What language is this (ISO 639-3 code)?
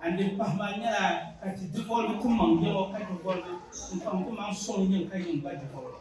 dag